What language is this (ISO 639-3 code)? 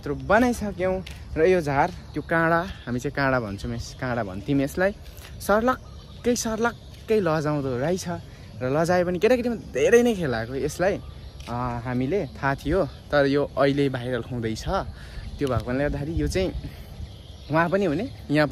nep